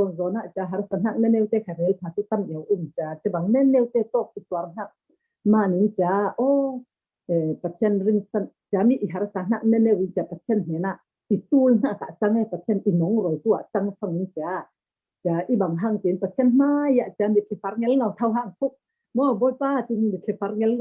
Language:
Falam Chin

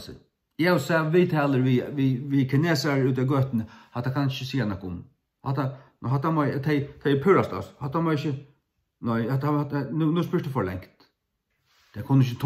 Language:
Faroese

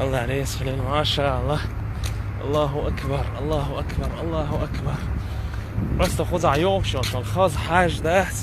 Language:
Chechen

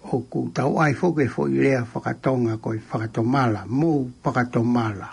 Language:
Tongan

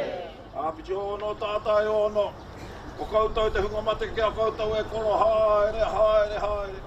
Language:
Māori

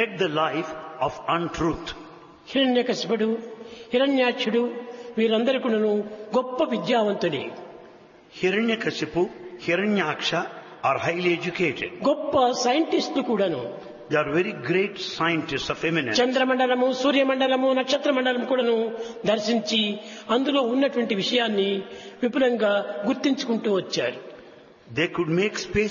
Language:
Telugu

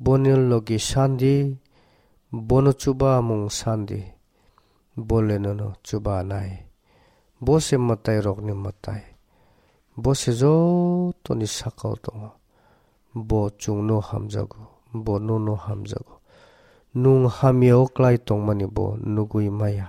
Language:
Kok Borok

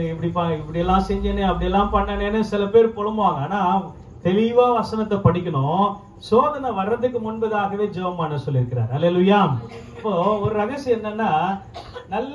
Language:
Tamil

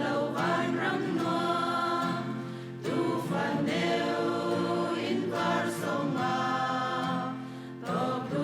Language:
Falam Chin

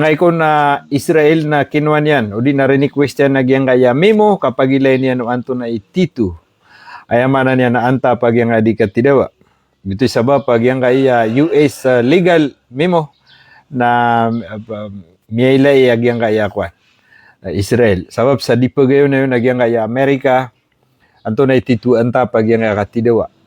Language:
Maranao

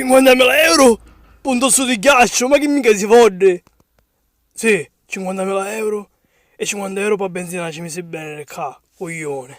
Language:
Sicilian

